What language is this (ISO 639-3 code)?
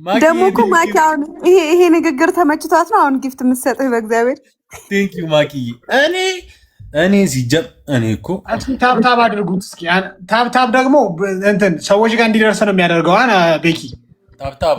amh